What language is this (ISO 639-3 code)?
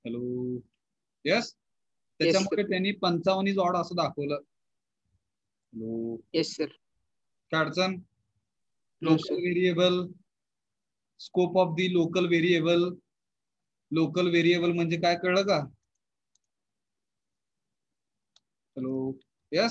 mar